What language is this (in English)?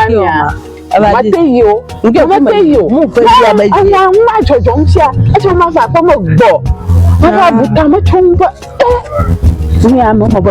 Ewe